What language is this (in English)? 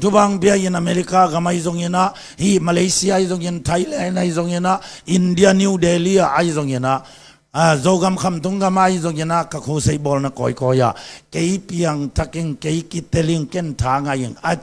Tedim Chin